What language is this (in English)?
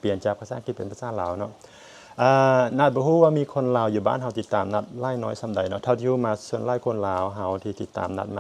Lao